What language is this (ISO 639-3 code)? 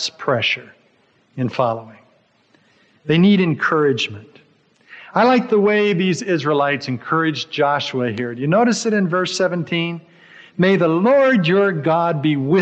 eng